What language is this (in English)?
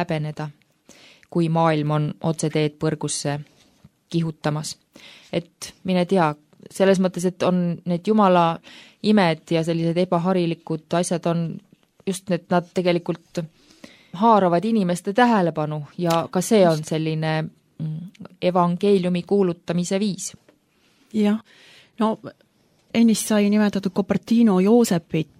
Estonian